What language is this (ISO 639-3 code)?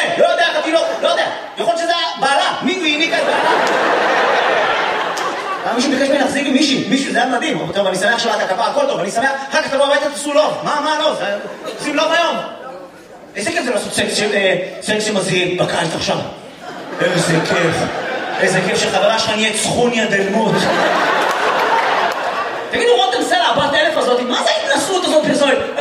heb